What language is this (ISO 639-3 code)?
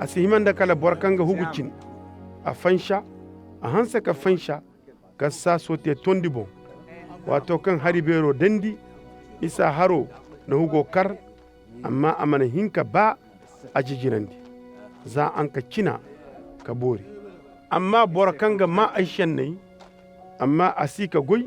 ses